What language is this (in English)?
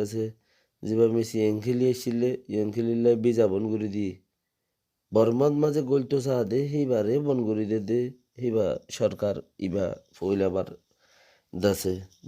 Rohingya